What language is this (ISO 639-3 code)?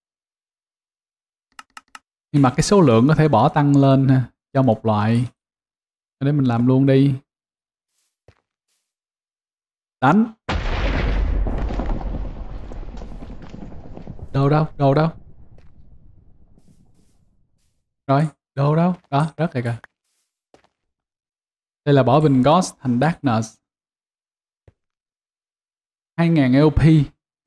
vie